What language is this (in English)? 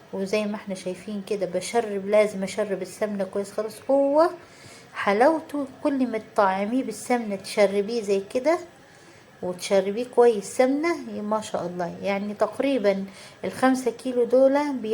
Egyptian Arabic